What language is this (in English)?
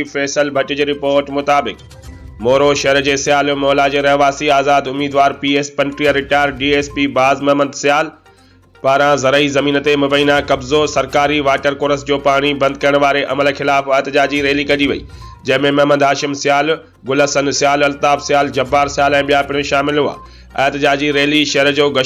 Sindhi